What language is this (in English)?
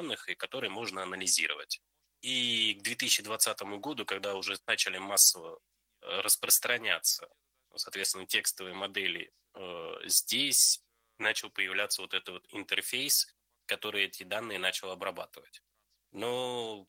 Russian